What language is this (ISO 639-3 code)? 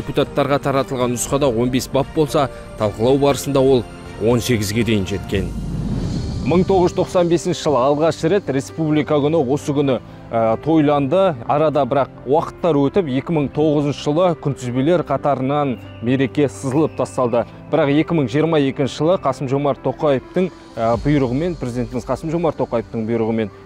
kaz